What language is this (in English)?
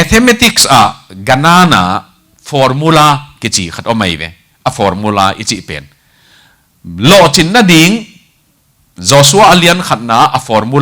Tedim Chin